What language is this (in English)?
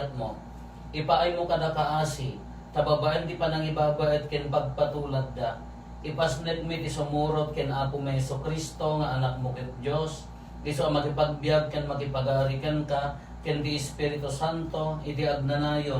Iloko